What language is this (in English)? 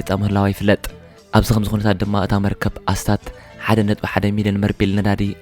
Tigrinya